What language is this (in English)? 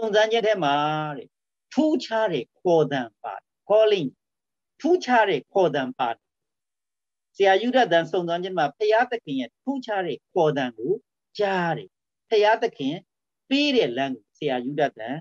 Burmese